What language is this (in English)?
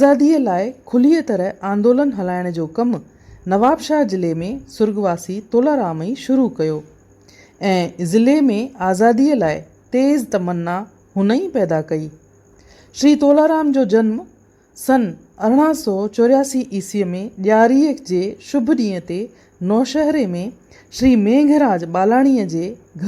Sindhi